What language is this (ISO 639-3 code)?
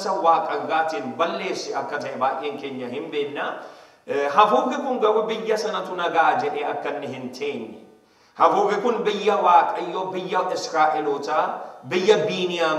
orm